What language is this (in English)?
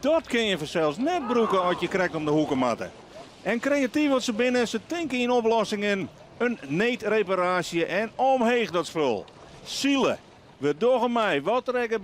Western Frisian